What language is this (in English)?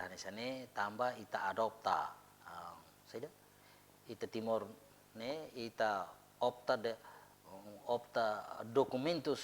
Tetum